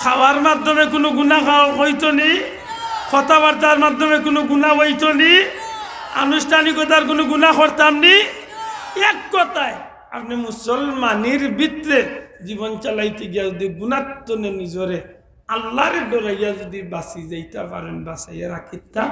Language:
Sylheti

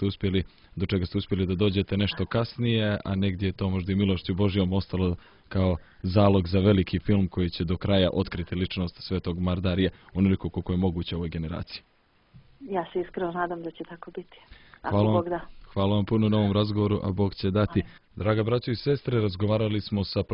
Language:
Serbian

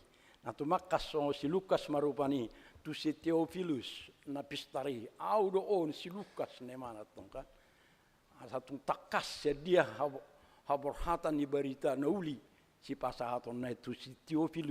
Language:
Batak Toba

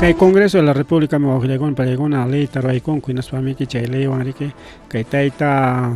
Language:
Ayacucho Quechua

